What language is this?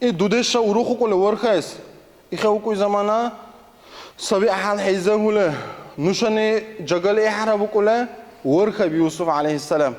Dargwa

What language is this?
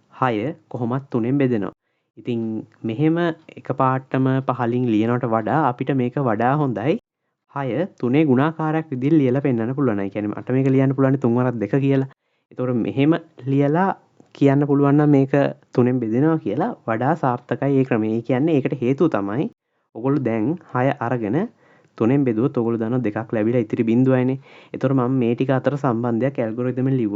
Sinhala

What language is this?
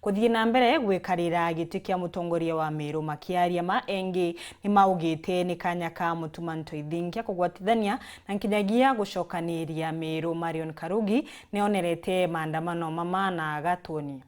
Meru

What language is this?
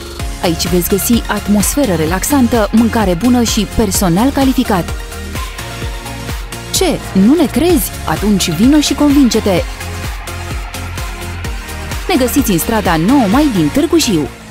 Romanian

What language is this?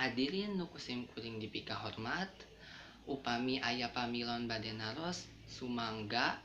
Sundanese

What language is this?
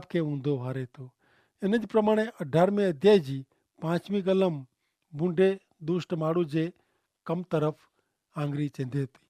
Kachhi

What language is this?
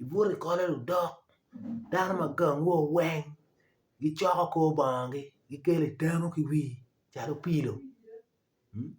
Acoli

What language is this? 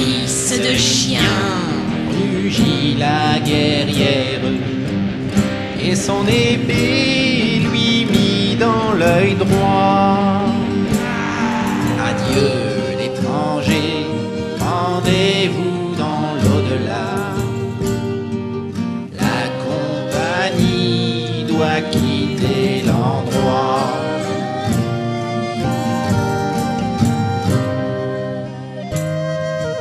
French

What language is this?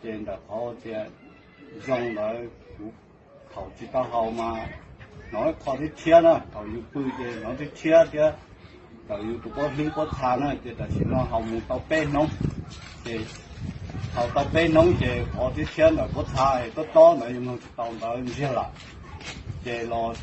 Hmong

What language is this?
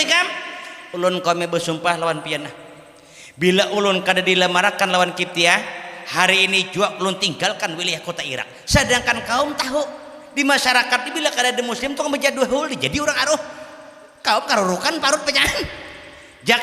Banjar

